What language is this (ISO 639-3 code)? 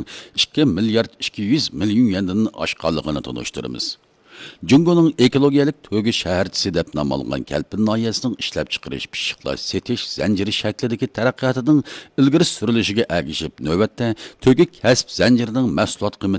uig